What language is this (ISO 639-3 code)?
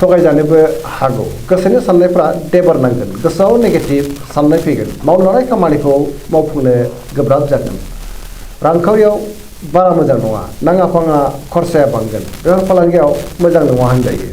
brx